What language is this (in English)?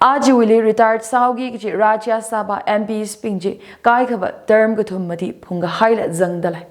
Tangkhul Naga (India)